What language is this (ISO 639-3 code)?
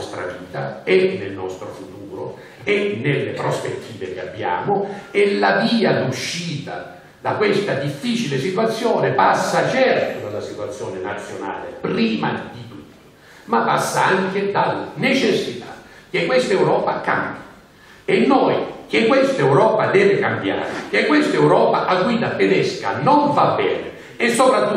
ita